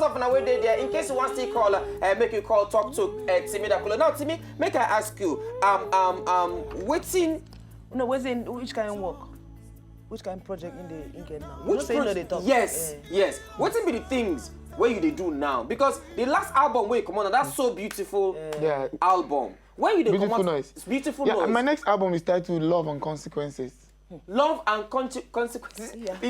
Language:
Nigerian Pidgin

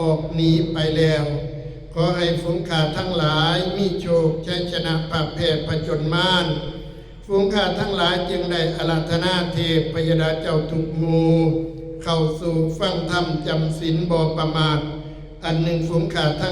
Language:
Northeastern Thai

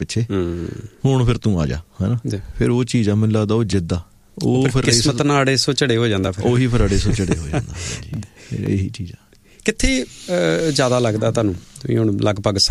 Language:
Punjabi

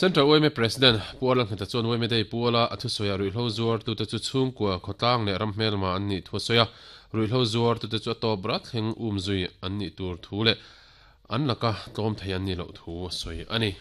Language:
Mizo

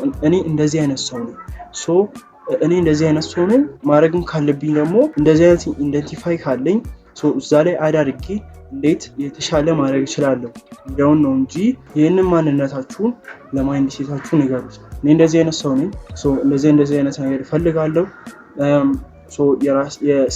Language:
Amharic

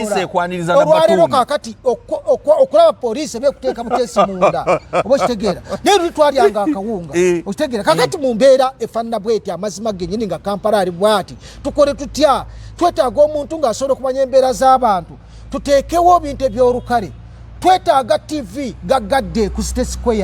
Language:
Ganda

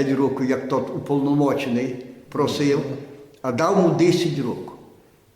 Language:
Rusyn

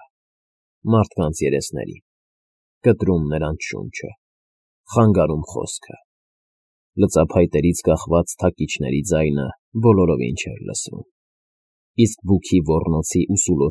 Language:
Armenian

